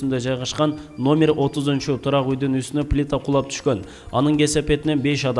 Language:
Kyrgyz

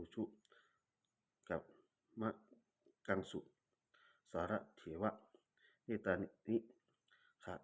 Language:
Pali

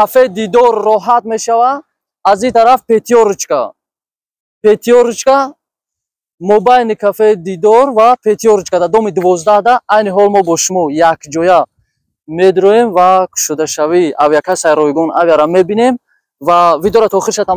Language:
Tajik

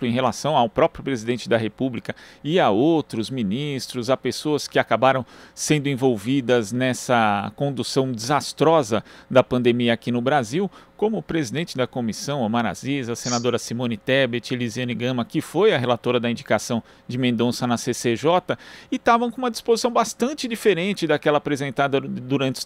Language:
Portuguese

